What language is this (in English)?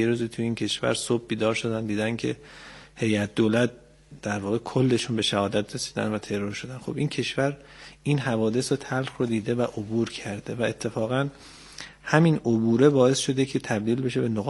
Persian